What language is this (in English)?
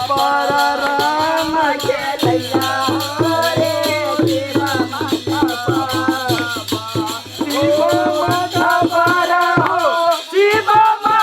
Maithili